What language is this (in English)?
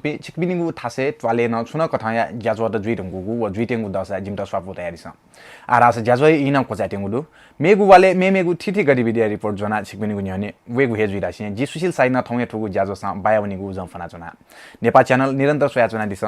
Newari